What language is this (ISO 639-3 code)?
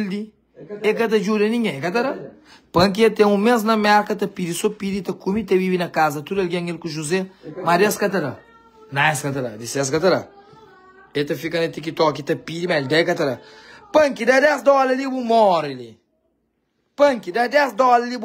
kea